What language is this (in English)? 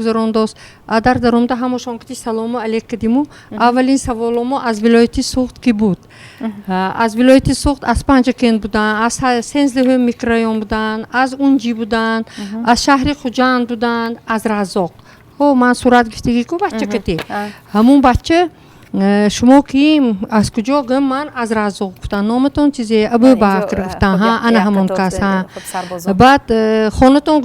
Tajik